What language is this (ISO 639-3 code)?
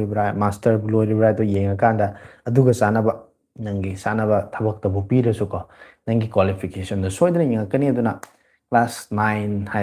mni